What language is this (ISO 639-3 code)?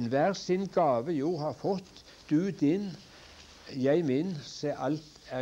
nor